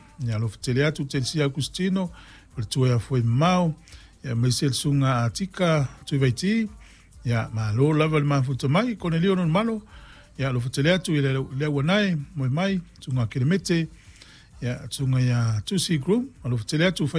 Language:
Samoan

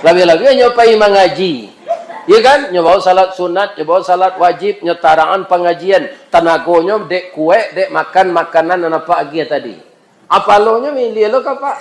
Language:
Minangkabau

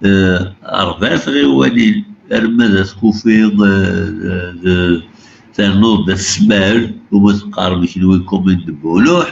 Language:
Kabyle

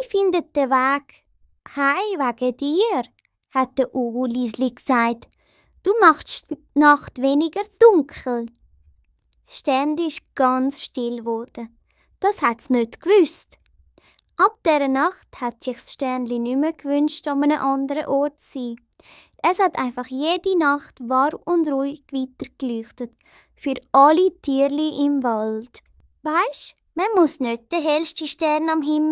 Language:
Swiss German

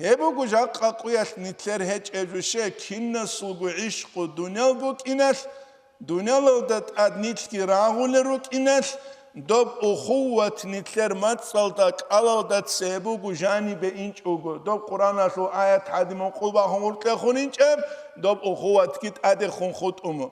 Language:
Avaric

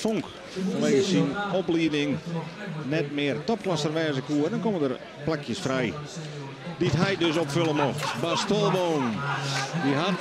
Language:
Western Frisian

